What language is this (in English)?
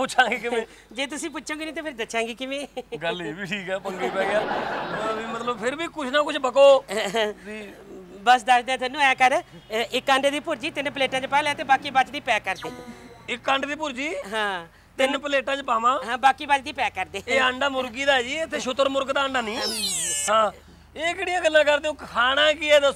Punjabi